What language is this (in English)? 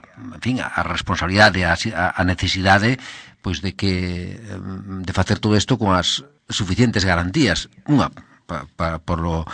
Galician